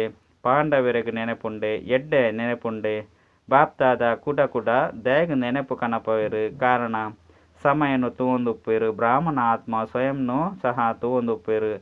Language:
Tulu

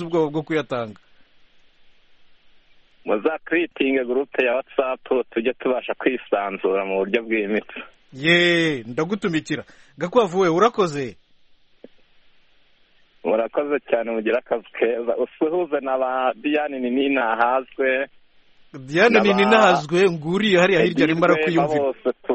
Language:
Kinyarwanda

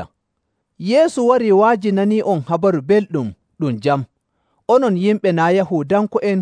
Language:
Nigerian Fulfulde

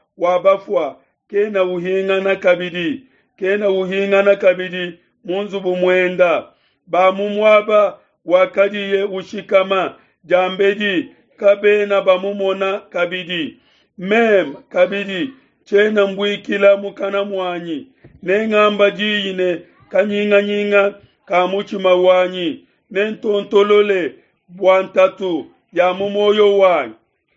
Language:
Luba-Lulua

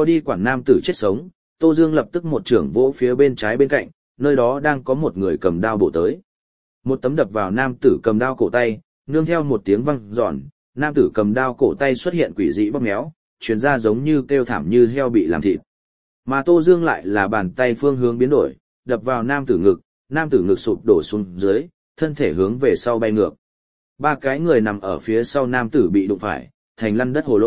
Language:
Vietnamese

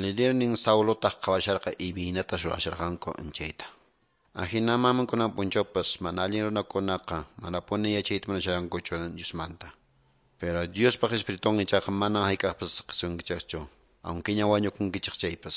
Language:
Quechua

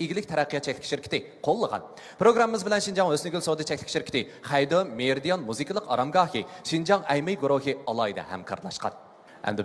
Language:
Uyghur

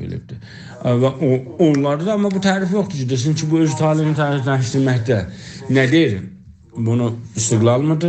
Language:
South Azerbaijani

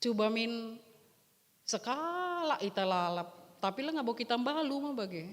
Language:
Batak Karo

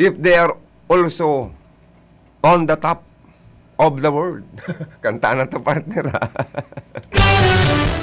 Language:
Bikol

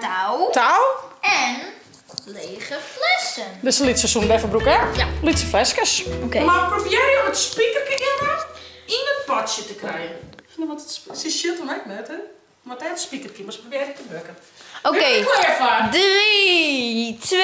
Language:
Western Frisian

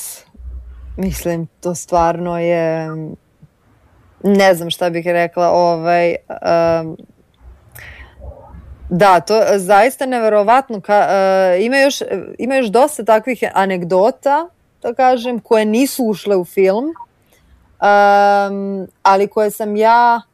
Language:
Serbian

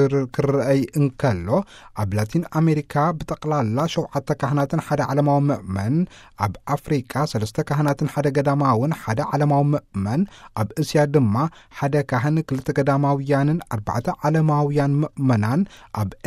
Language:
Tigrinya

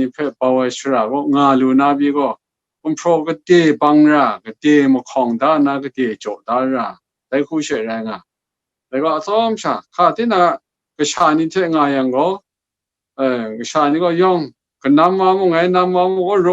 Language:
Kachin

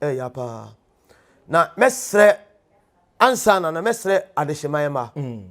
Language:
Akan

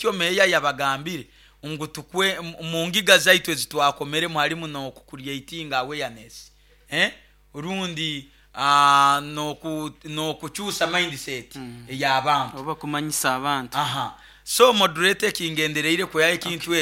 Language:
Nyoro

